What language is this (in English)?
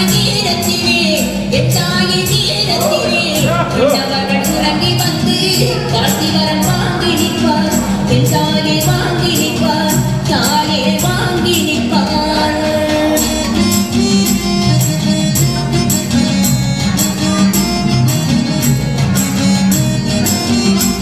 Tamil